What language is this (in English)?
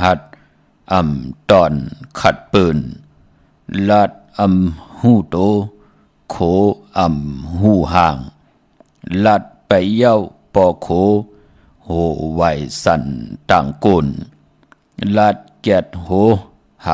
Shan